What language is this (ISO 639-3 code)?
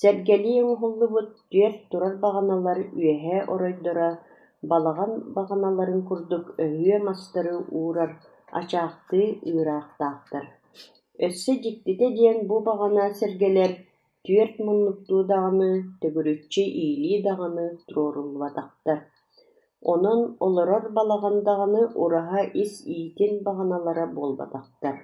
sah